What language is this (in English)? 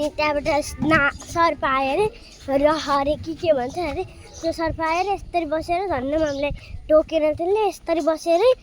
Nepali